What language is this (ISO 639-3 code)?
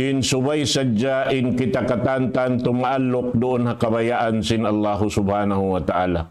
tsg